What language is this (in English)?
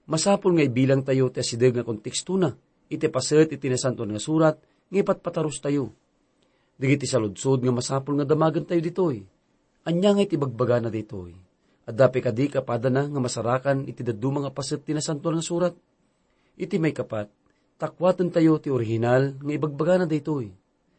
Iloko